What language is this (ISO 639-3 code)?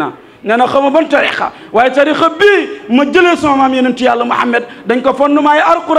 wol